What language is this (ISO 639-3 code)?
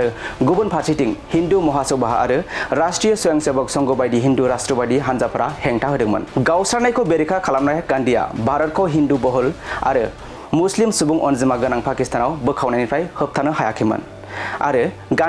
brx